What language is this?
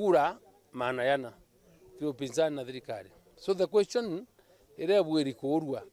Meru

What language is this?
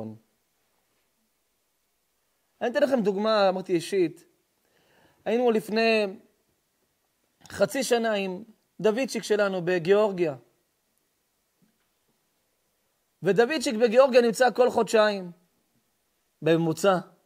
Hebrew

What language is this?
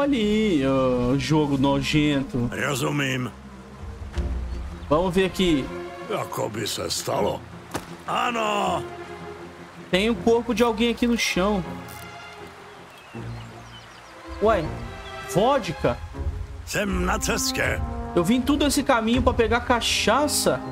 Portuguese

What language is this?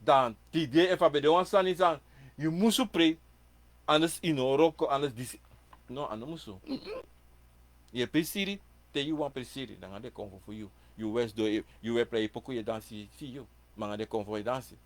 Sranan Tongo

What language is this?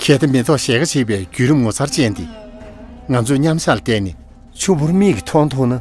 Tibetan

